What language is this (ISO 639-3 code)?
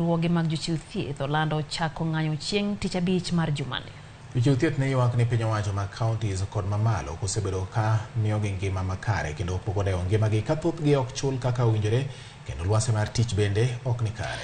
luo